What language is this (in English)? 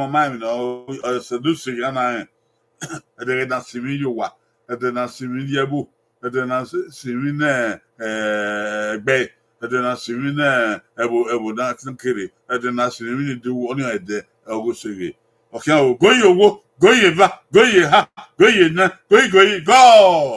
Bini